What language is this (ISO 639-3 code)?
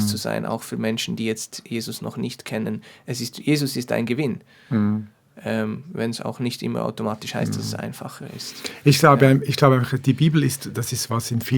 gsw